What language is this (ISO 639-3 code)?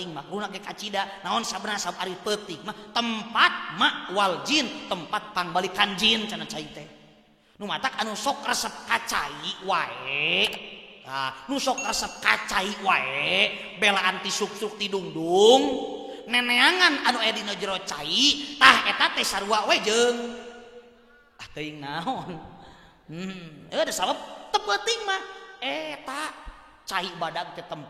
sun